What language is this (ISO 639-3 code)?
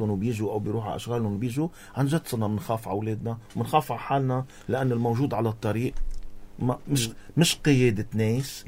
apc